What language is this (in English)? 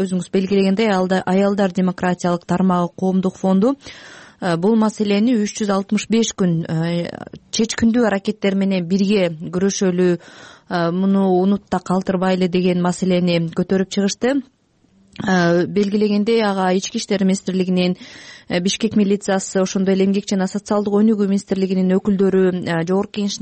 Kyrgyz